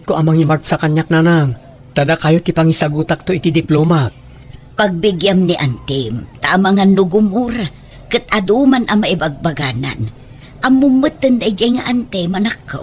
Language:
Iloko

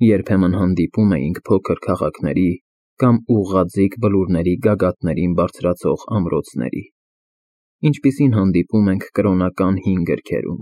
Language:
Armenian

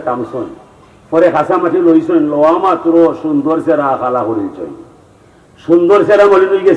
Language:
Sylheti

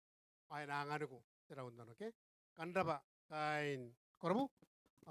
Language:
Gilbertese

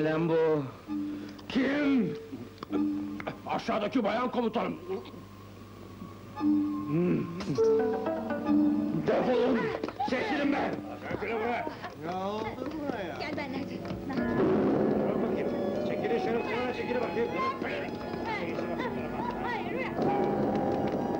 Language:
Turkish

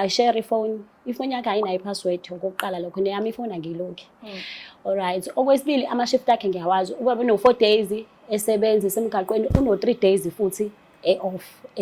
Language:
Zulu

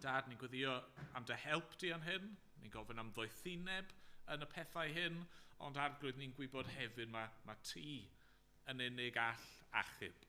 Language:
Welsh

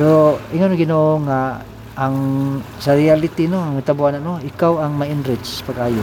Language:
Cebuano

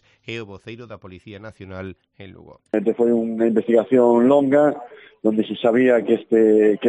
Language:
Galician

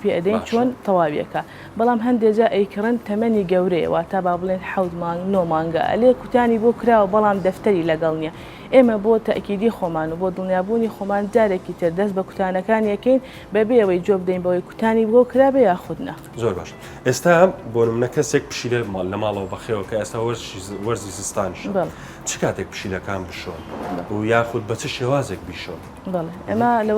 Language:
Central Kurdish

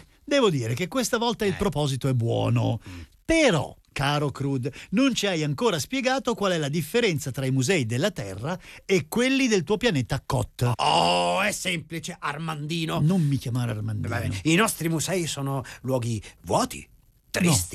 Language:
Italian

